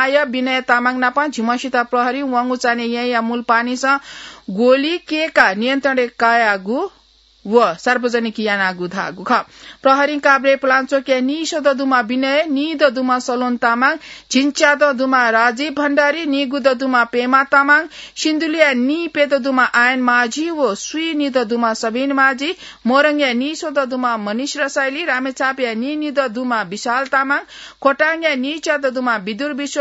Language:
Newari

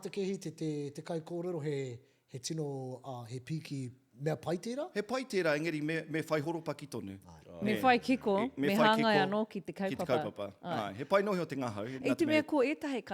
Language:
Māori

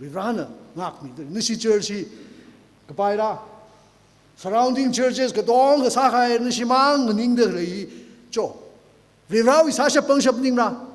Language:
Tangkhul Naga (India)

